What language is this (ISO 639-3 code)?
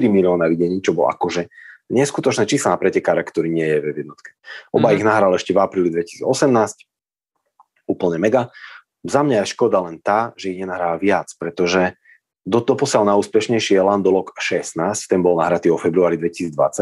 slk